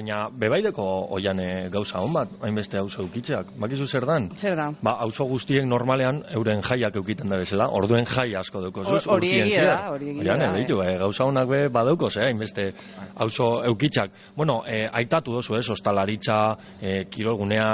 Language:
Basque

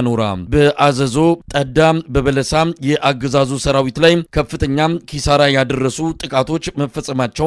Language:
Amharic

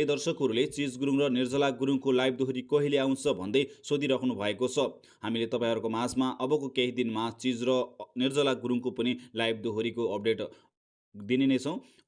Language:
Nepali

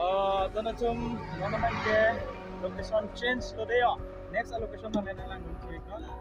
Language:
Karbi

